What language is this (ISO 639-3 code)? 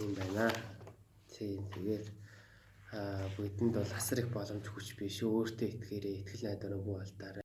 mon